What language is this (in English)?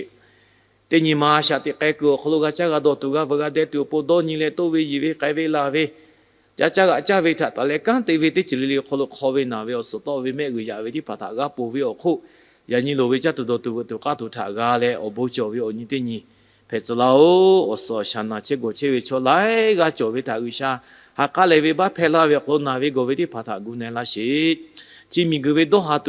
Lahu